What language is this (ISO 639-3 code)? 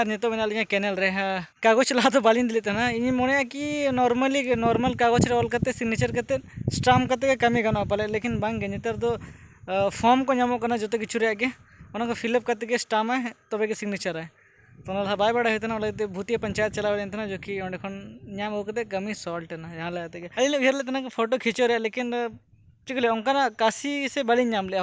sat